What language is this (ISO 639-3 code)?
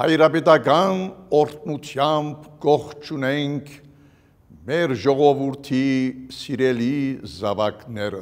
hyw